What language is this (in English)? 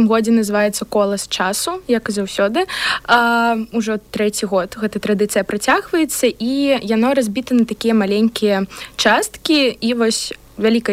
Belarusian